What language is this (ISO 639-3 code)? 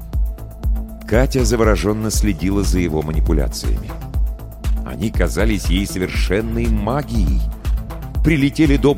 rus